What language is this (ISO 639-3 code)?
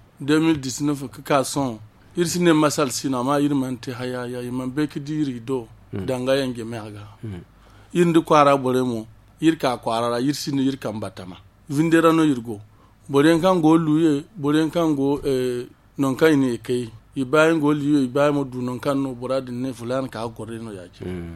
dje